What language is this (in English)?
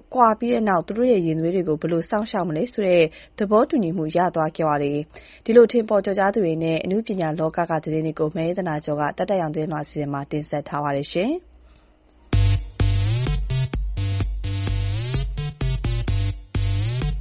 Burmese